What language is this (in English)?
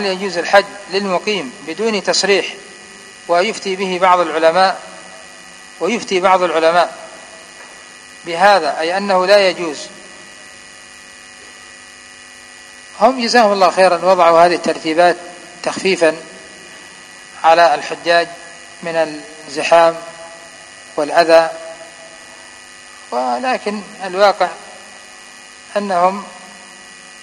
Arabic